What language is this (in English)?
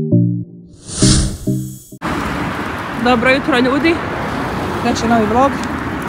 Croatian